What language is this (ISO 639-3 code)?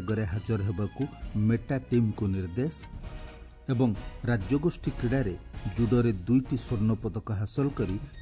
ori